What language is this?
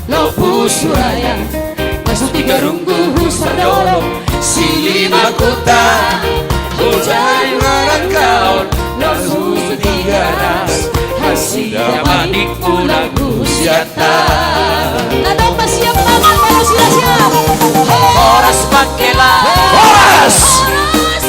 Batak Simalungun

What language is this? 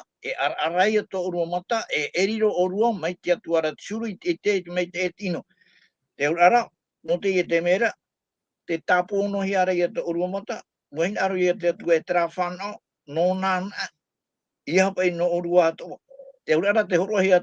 Tahitian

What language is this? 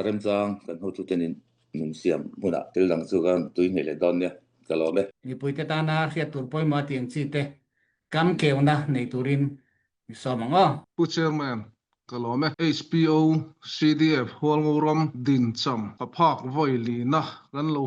Falam Chin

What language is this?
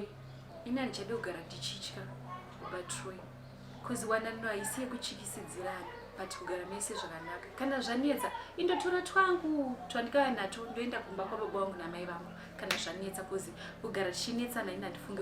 Shona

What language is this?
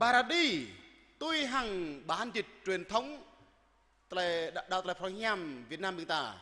Jarai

